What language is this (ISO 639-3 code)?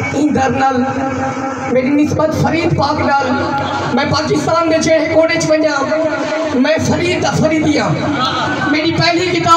skr